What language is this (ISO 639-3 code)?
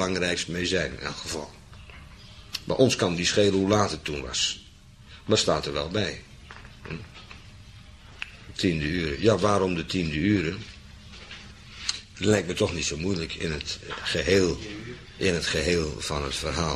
nld